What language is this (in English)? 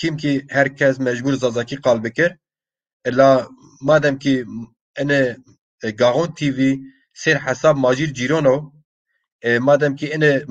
Zaza